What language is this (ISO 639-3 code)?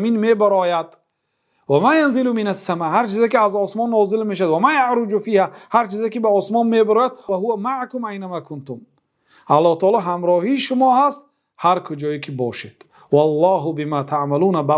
fas